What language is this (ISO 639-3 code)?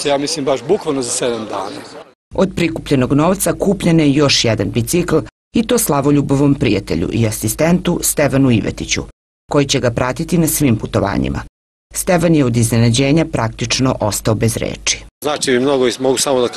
srp